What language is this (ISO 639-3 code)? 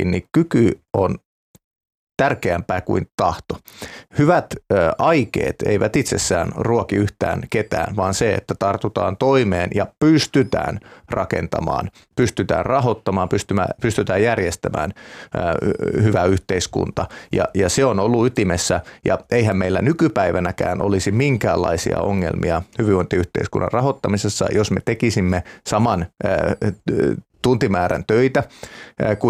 fin